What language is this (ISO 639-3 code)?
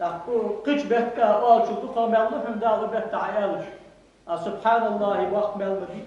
inh